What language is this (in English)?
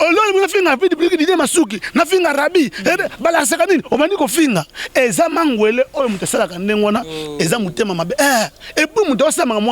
Lingala